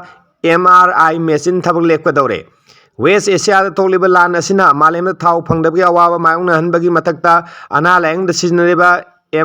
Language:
Manipuri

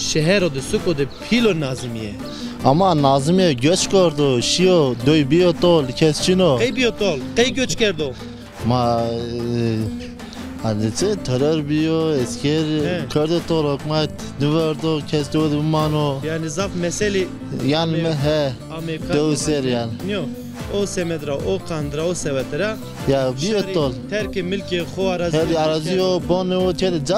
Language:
Zaza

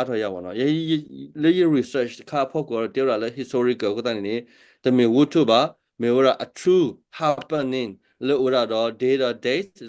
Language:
S'gaw Karen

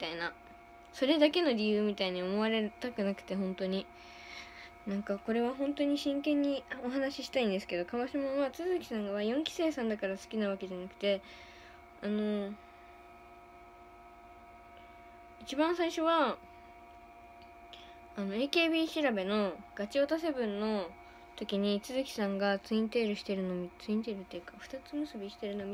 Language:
Japanese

